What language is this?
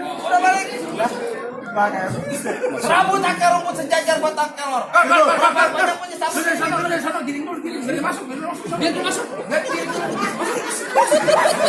Betawi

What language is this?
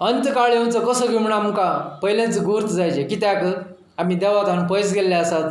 Konkani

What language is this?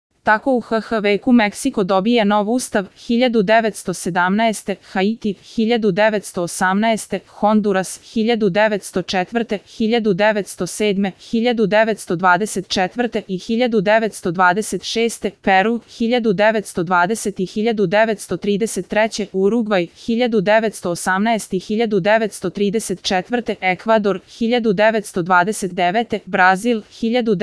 Serbian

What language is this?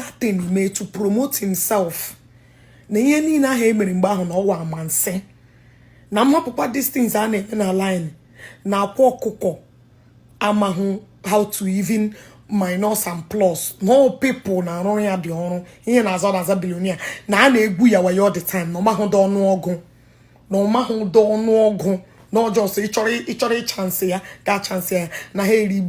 Igbo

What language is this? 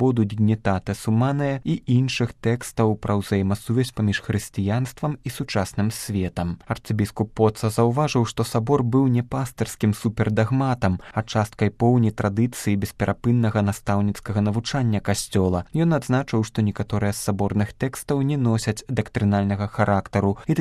Belarusian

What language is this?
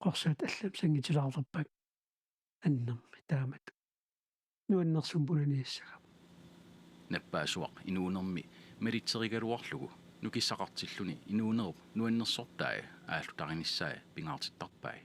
Kalaallisut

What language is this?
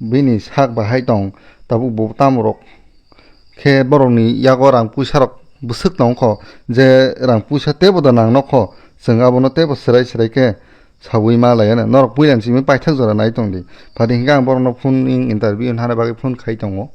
Kok Borok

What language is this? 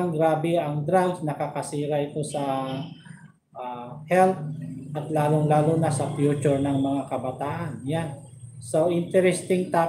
Filipino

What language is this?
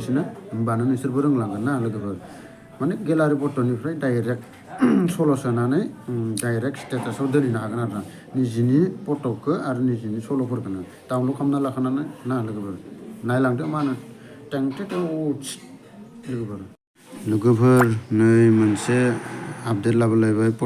Bodo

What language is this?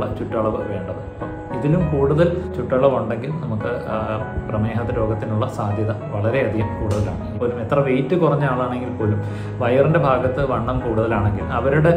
Malayalam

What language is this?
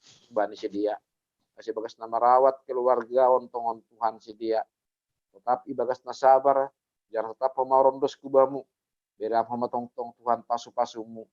Batak Simalungun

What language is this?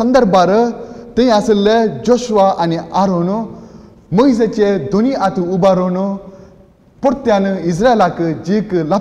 Konkani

